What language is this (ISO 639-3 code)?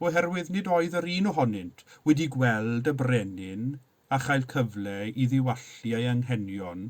cym